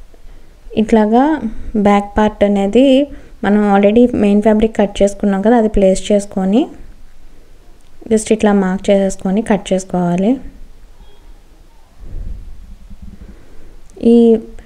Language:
Telugu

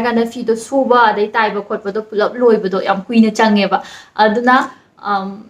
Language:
Manipuri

